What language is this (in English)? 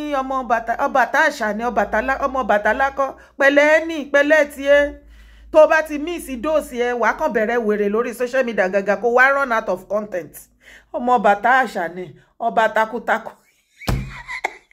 Yoruba